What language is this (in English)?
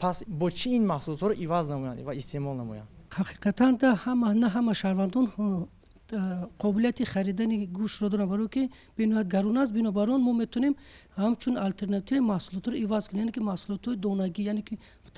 Tajik